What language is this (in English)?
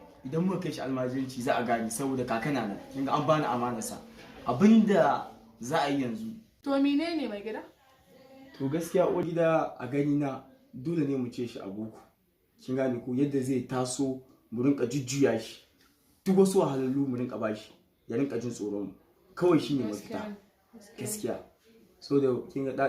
Hausa